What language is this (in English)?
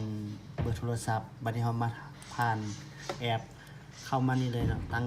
Lao